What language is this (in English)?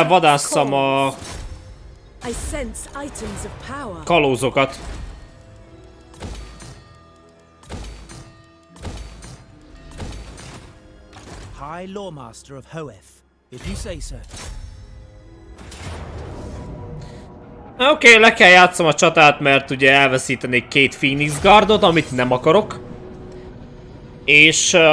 Hungarian